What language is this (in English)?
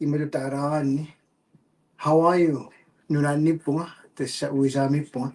Kalaallisut